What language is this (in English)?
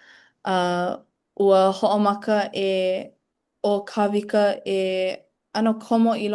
Hawaiian